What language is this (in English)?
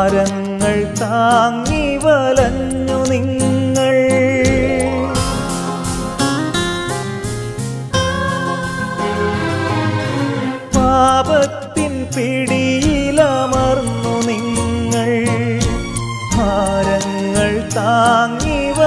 Malayalam